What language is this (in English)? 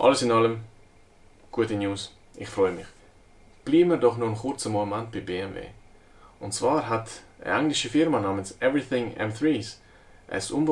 Swiss German